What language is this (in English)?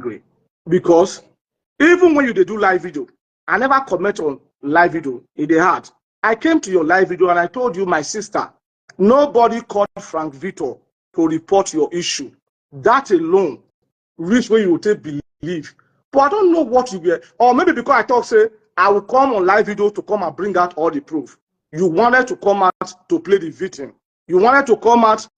Nigerian Pidgin